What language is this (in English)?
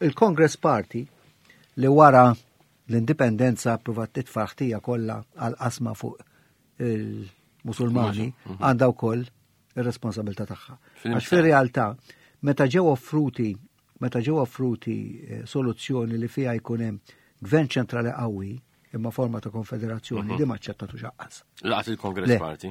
Maltese